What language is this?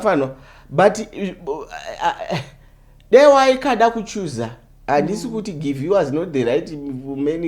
Shona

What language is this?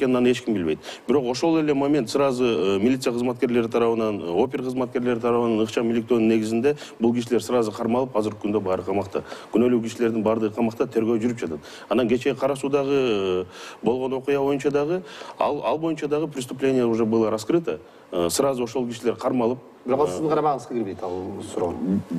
Kyrgyz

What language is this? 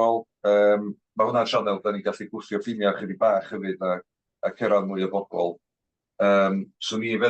Welsh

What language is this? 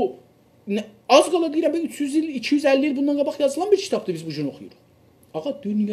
South Azerbaijani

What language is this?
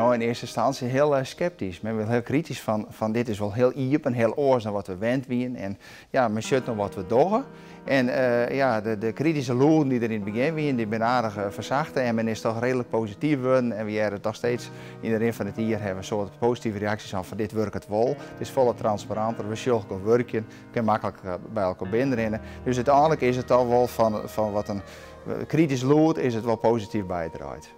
Western Frisian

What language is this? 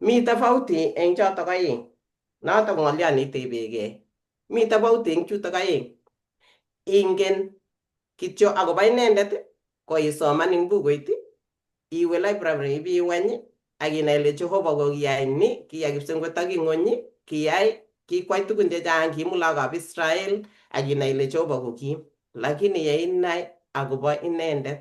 Kalenjin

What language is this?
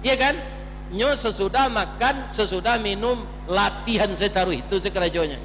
Minangkabau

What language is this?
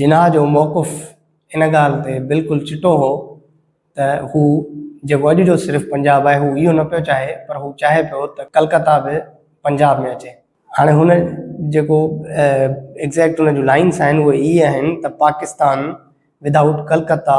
Sindhi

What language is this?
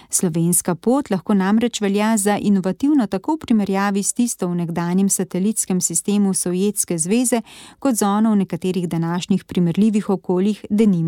Slovenian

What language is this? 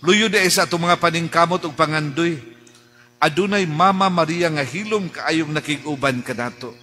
Cebuano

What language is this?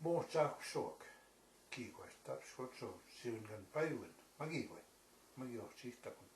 Plains Cree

